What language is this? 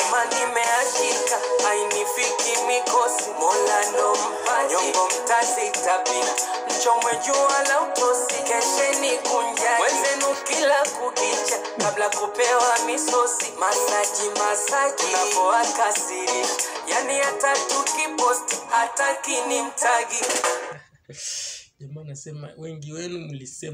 Swahili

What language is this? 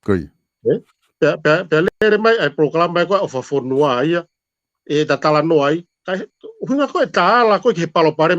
Tongan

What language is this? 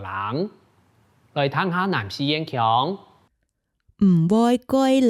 Hakka Chinese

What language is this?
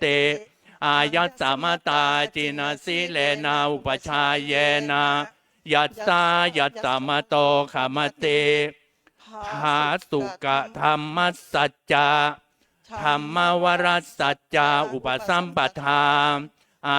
Pali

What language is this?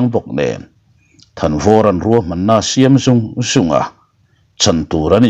Mizo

